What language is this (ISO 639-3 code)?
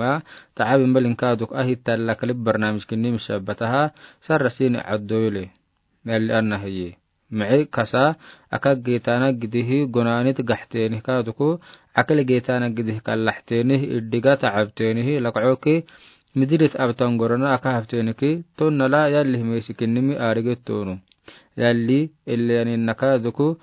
aar